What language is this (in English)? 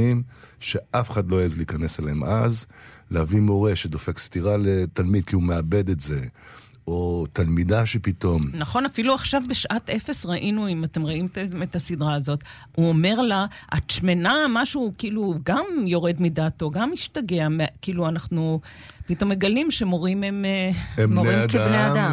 Hebrew